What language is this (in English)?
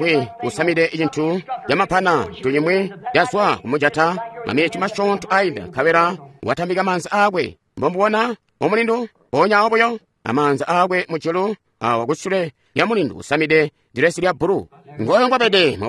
Tonga (Zambia)